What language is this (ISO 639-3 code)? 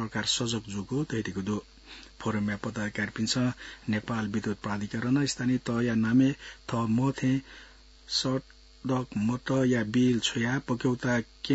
new